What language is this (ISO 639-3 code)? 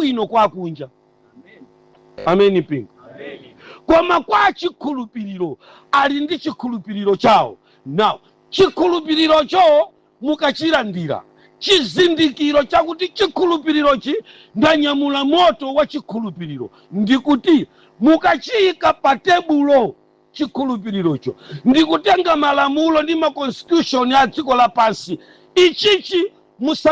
nya